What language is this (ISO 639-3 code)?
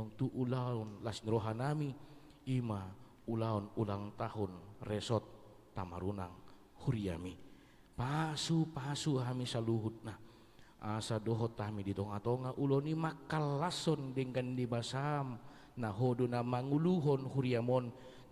bbc